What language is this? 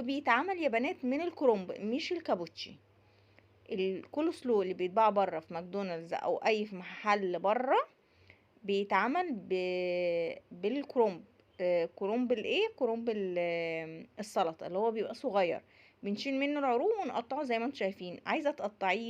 Egyptian Arabic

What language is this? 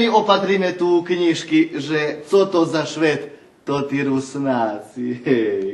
Rusyn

